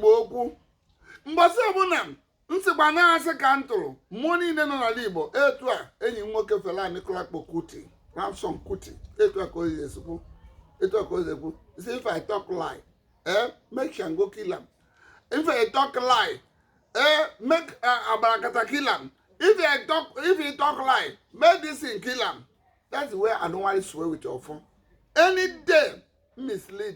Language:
Igbo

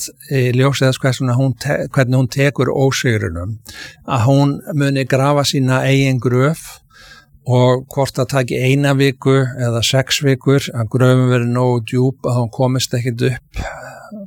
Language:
Icelandic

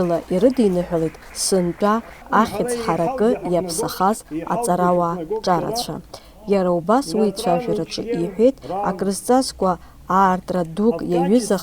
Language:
Abkhazian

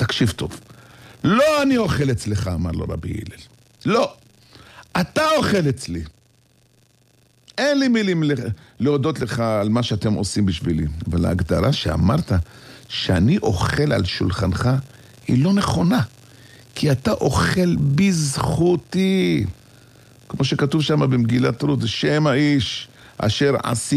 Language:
Hebrew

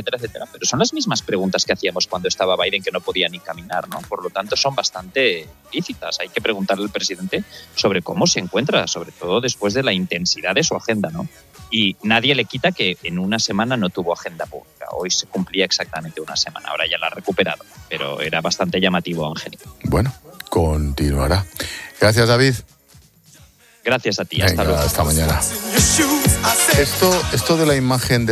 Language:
Spanish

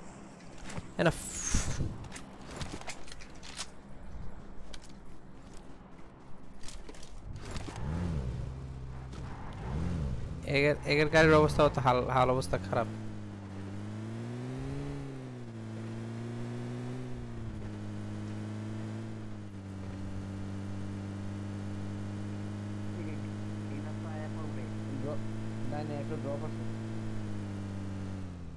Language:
Bangla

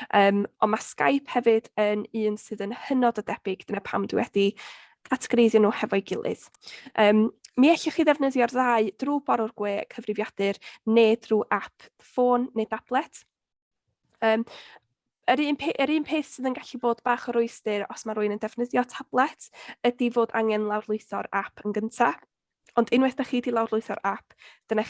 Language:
Welsh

